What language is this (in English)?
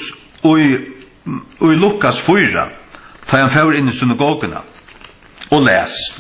Faroese